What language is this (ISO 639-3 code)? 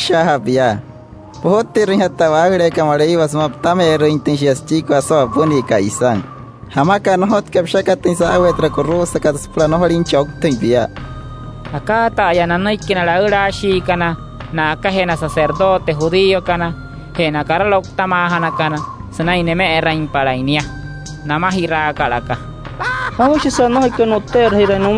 guc